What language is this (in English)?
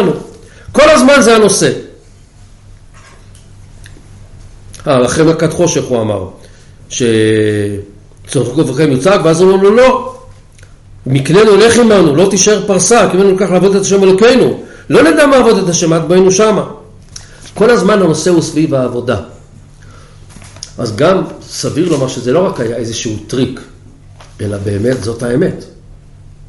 Hebrew